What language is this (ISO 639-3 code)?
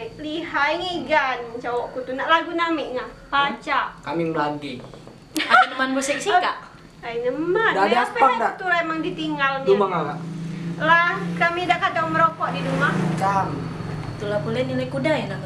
mui